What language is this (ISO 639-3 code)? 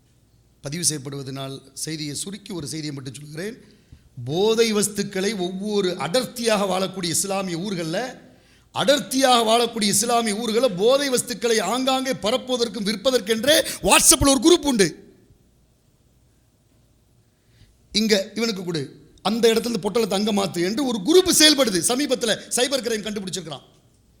tam